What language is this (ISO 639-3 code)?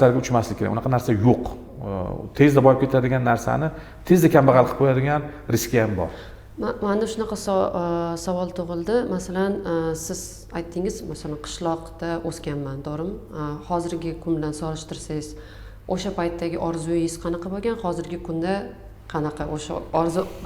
uzb